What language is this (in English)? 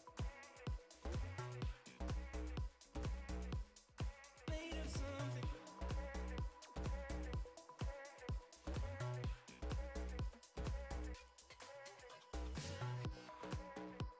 English